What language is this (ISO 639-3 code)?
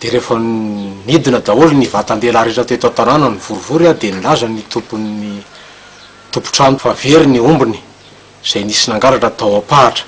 mlg